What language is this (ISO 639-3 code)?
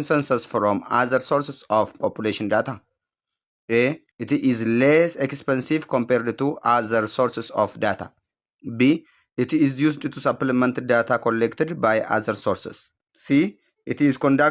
eng